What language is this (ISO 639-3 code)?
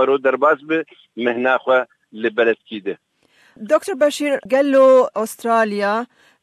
kur